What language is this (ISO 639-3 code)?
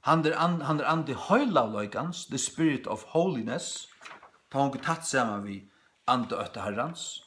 fao